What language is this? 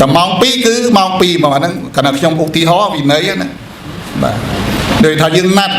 Khmer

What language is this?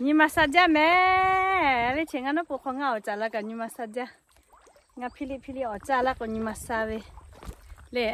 Lahu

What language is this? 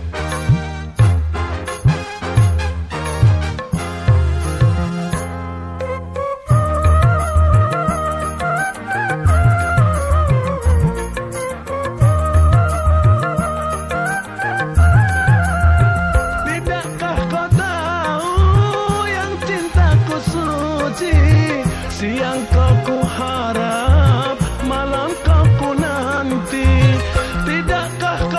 Indonesian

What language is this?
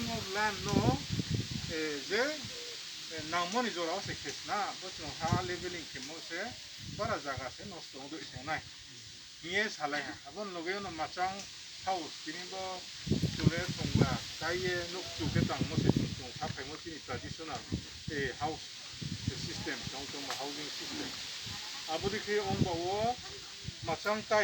Riang (India)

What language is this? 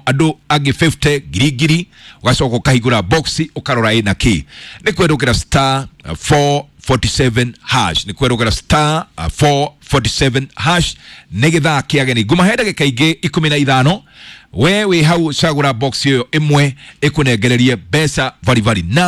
Kikuyu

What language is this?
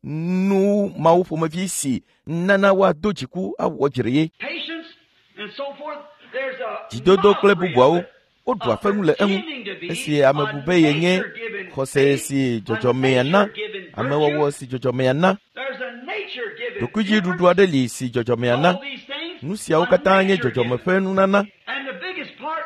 Ewe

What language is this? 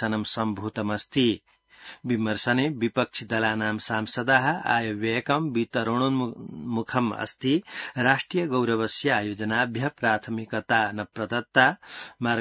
Sanskrit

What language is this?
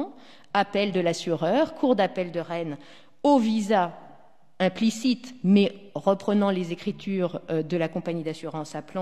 French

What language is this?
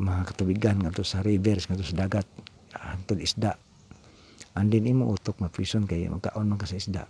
Cebuano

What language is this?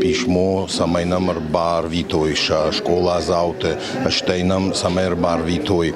Ossetic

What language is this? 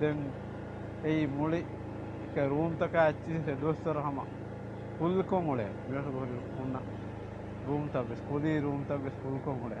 Divehi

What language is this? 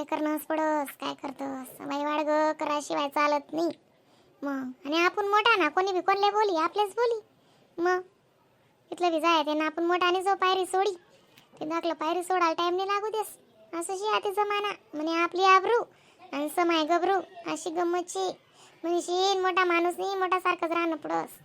Khandesi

